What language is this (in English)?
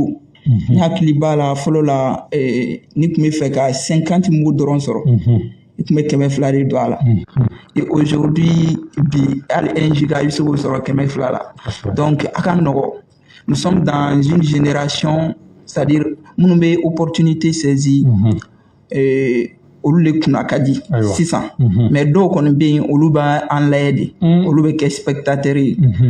Bambara